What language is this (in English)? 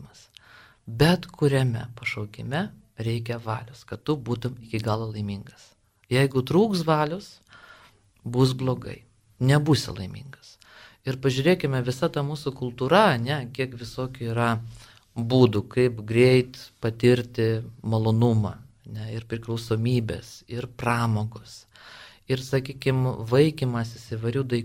Lithuanian